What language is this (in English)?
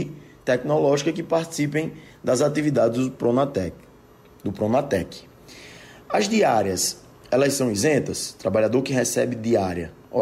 Portuguese